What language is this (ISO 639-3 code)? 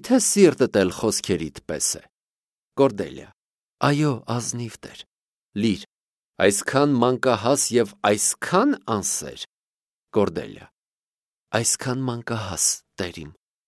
hye